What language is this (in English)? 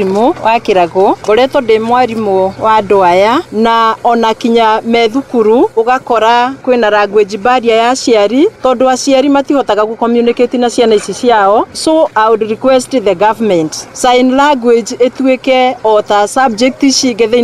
Kikuyu